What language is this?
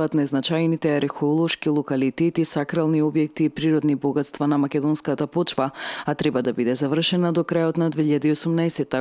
Macedonian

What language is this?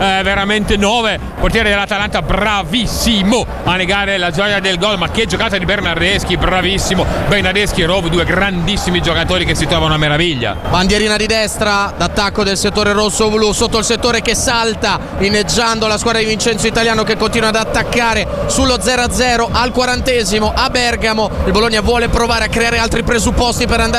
Italian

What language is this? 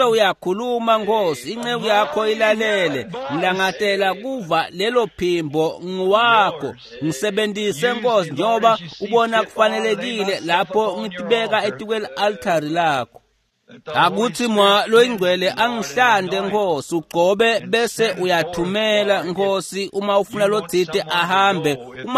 Swati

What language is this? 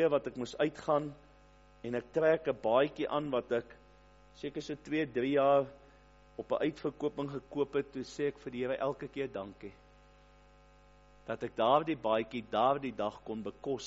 Afrikaans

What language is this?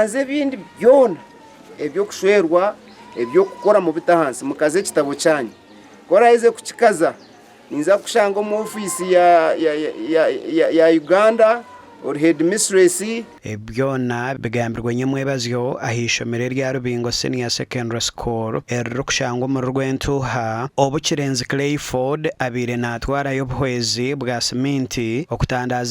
Nyankole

